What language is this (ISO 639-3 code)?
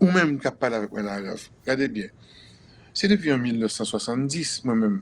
hat